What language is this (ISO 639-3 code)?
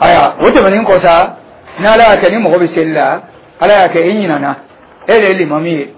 dyu